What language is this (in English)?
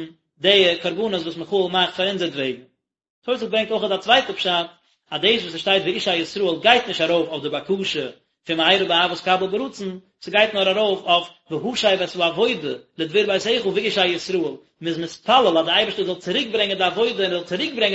Yiddish